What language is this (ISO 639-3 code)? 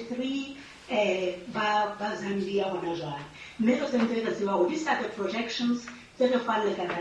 sot